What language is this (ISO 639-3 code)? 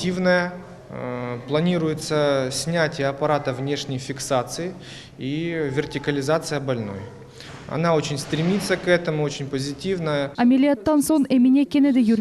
crh